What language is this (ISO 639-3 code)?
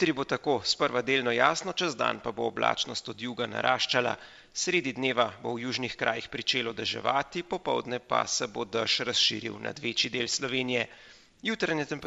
slv